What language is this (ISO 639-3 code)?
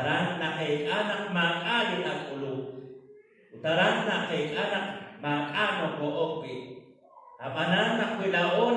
kek